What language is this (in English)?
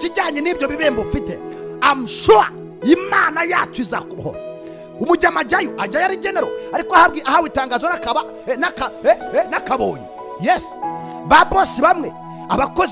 Kinyarwanda